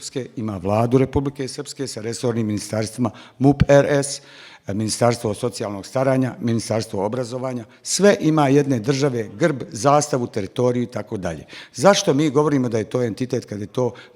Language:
Bosnian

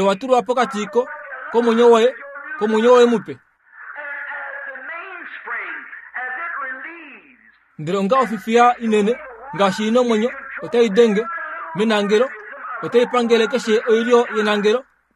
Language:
Kuanyama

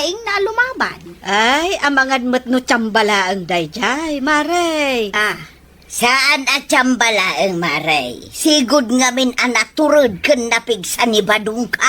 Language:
Iloko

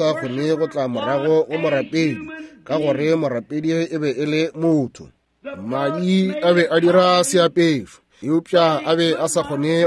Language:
Northern Sotho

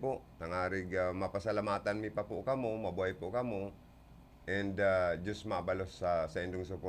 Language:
Bikol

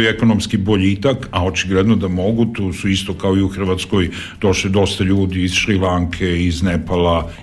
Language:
Serbian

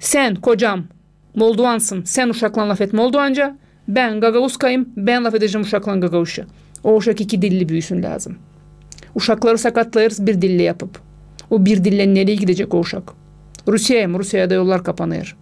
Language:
Gagauz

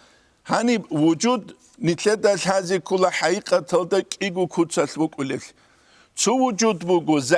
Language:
Avaric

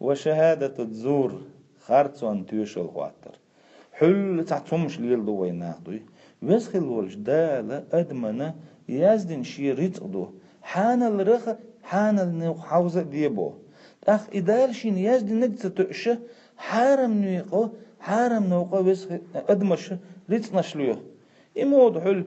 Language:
Chechen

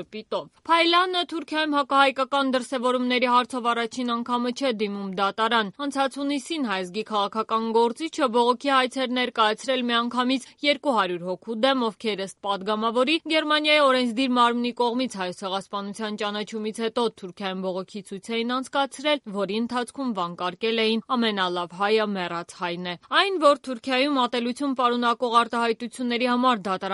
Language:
Armenian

